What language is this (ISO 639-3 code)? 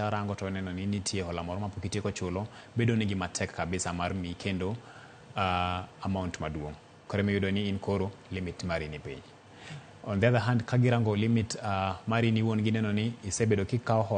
luo